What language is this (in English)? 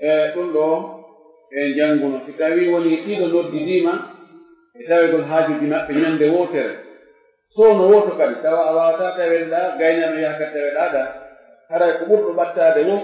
Fula